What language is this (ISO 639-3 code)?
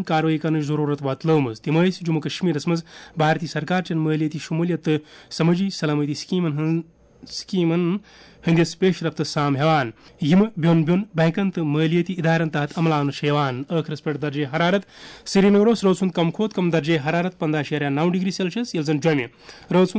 kas